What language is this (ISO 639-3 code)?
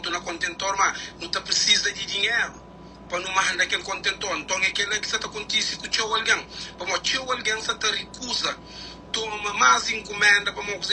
kea